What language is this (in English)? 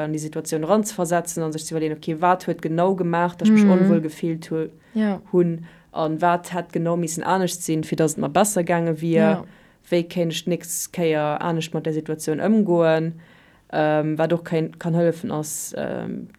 Luxembourgish